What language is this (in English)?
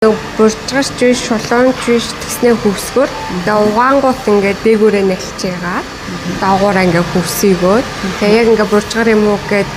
Mongolian